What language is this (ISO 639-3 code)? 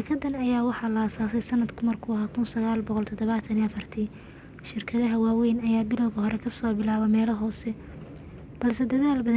som